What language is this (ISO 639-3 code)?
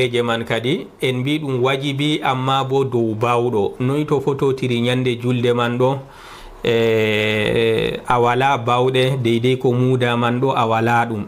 ful